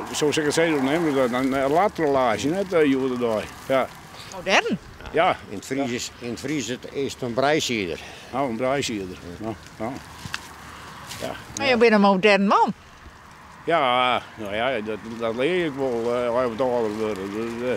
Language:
Western Frisian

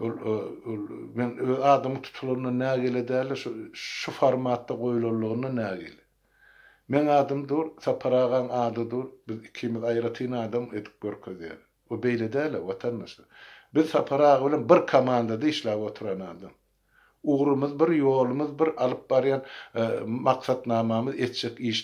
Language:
Turkmen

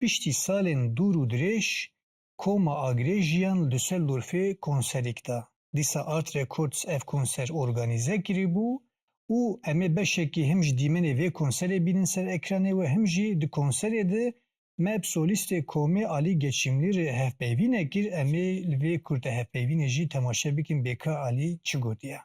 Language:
Kurdish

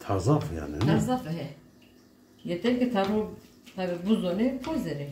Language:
Zaza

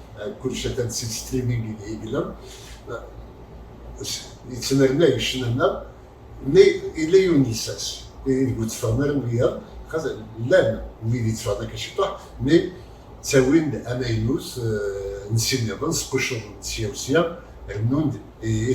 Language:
Kabyle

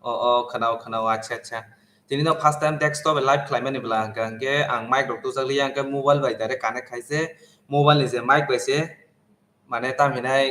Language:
Kok Borok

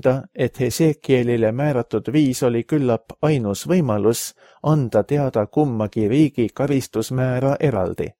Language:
Estonian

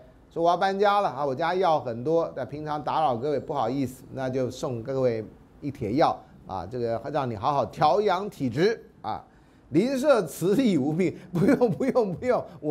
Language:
Chinese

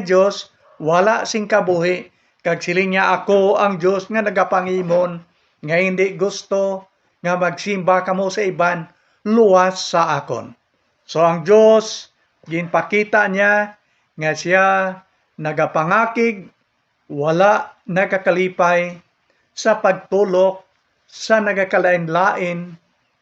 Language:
Hiligaynon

